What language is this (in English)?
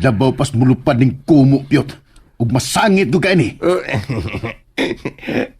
Cebuano